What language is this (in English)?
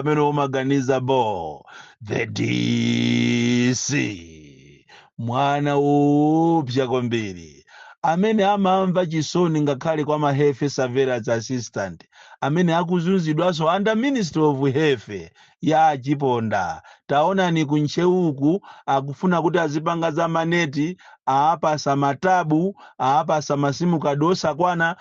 Nyanja